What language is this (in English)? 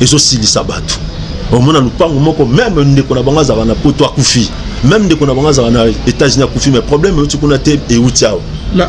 Lingala